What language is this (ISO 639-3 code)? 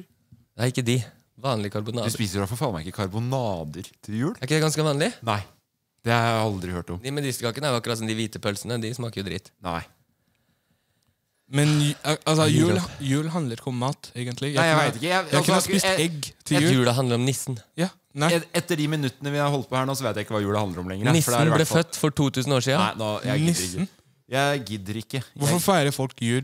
nor